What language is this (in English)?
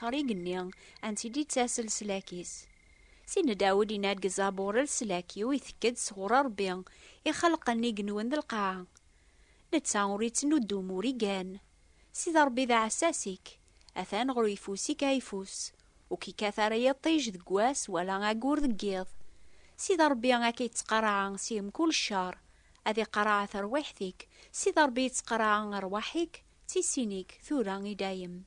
Kabyle